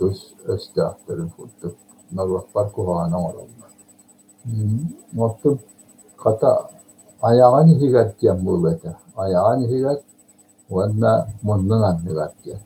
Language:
Yakut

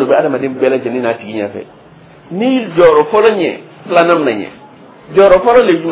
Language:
Dyula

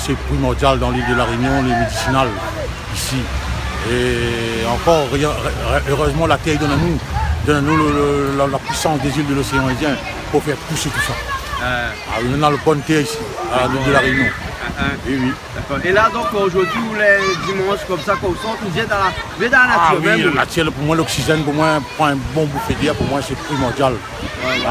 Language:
Réunion Creole French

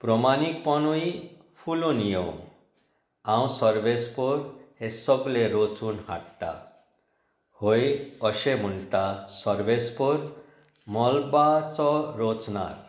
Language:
Konkani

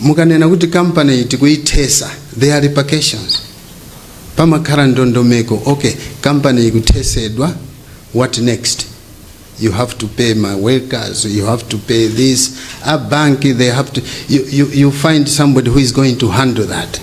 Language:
Nyanja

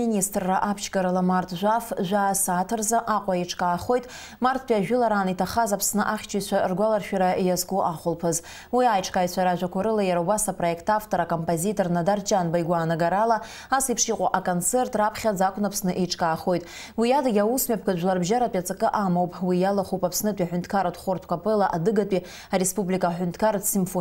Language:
Abkhazian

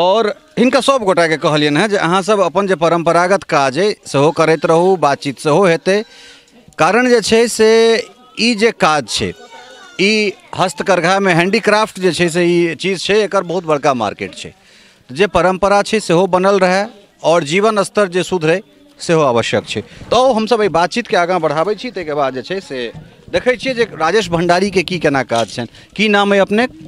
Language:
Maithili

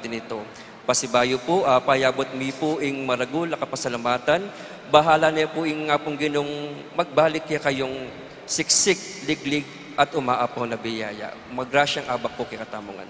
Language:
Pampanga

